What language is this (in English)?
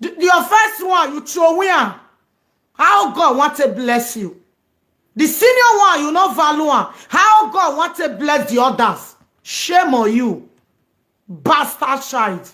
Nigerian Pidgin